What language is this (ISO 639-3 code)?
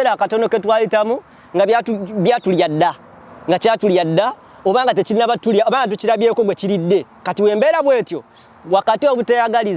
lug